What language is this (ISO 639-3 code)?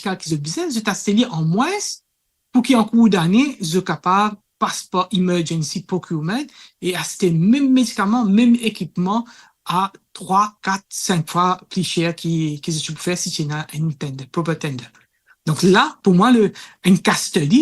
mfe